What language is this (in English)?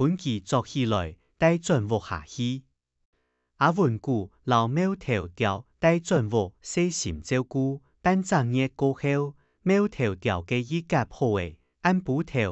Hakka Chinese